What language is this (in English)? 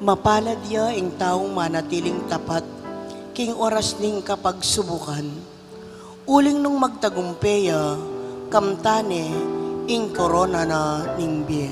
Pampanga